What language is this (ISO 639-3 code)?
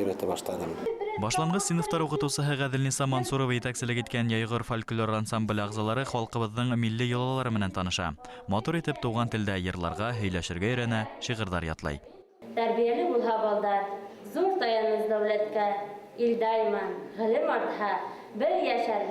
bak